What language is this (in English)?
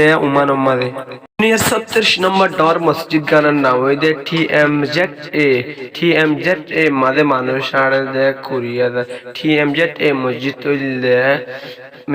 Rohingya